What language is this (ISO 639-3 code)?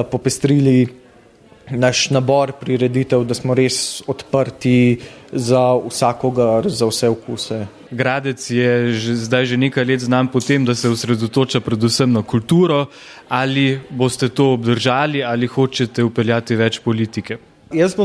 slv